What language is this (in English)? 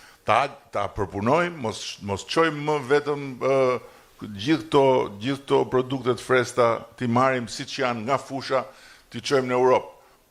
Albanian